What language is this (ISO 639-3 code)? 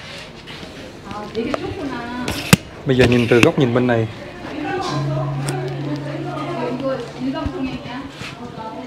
vie